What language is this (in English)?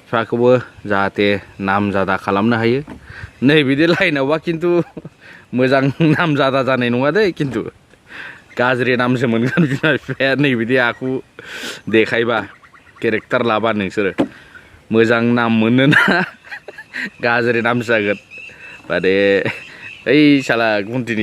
Bodo